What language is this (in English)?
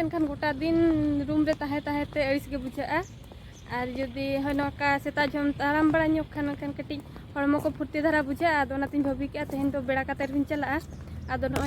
Santali